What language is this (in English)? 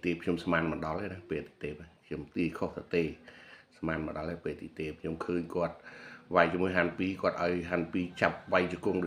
Khmer